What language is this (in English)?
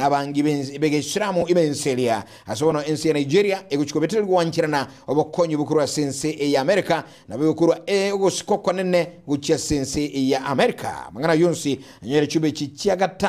Gusii